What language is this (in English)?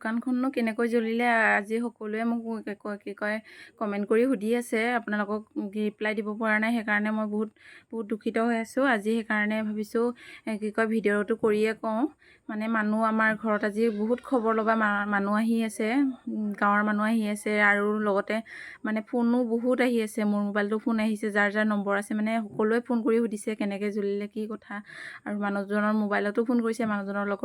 Assamese